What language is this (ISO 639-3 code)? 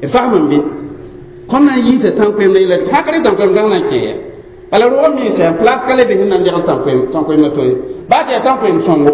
mos